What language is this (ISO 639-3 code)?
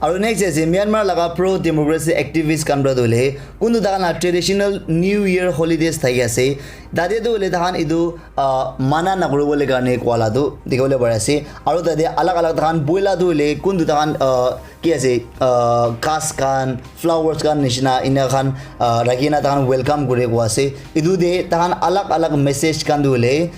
nag